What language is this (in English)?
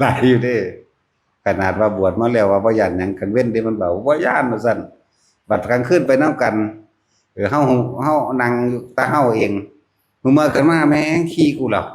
Northeastern Thai